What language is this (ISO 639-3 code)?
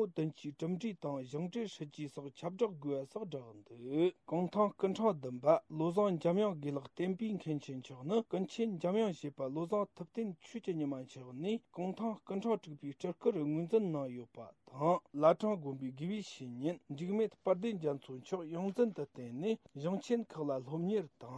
bod